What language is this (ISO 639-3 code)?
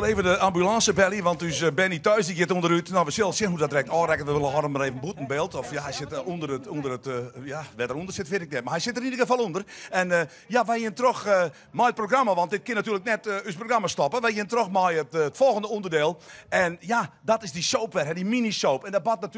fry